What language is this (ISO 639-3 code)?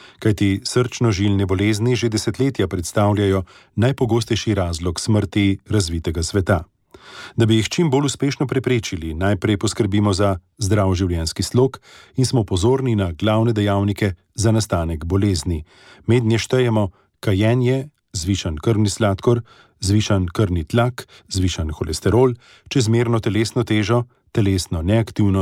slv